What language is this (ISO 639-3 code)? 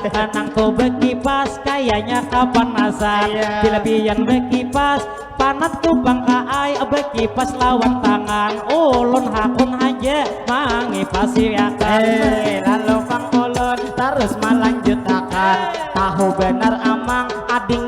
bjn